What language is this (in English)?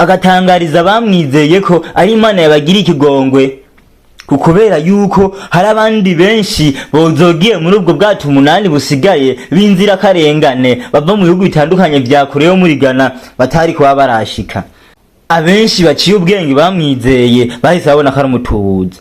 Rundi